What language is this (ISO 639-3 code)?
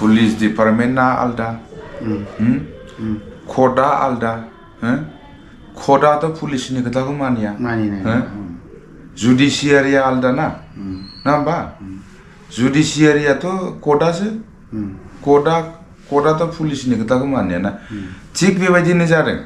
brx